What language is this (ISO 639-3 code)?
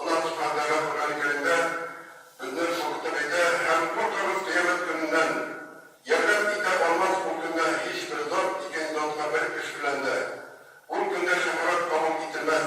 tat